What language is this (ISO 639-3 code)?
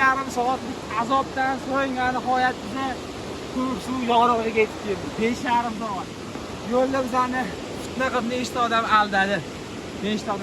uzb